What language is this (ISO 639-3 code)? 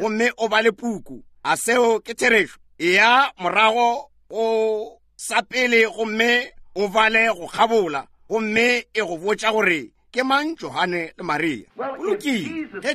nso